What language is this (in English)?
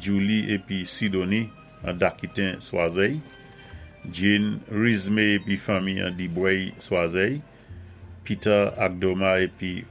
Saint Lucian Creole French